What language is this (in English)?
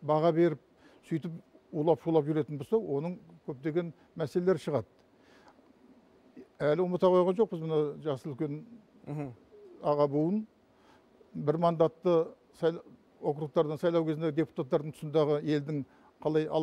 Kazakh